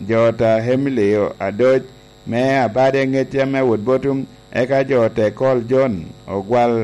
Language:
Lango (Uganda)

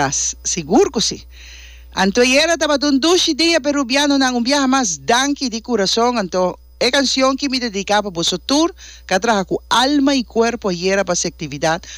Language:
Papiamento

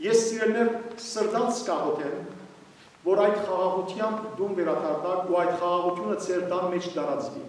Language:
Western Armenian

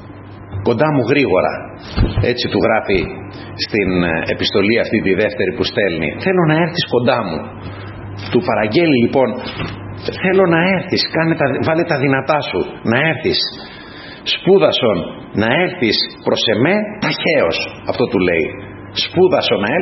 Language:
Greek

